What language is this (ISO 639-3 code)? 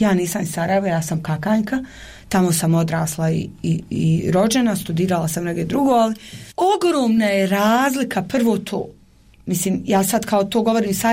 bos